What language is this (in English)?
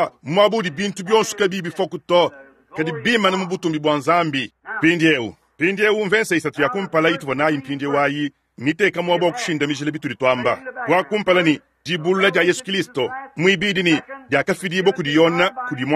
Luba-Lulua